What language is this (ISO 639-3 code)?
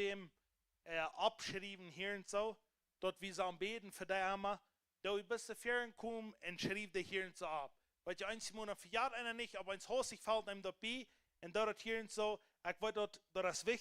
pdt